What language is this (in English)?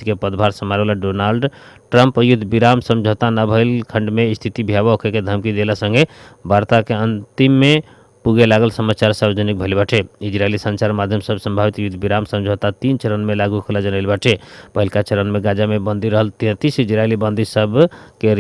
Bhojpuri